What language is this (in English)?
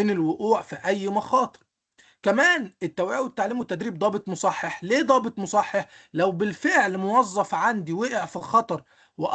Egyptian Arabic